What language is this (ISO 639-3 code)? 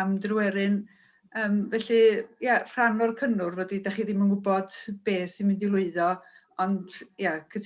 cym